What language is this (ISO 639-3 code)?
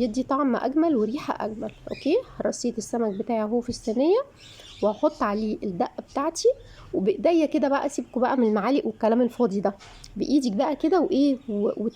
arz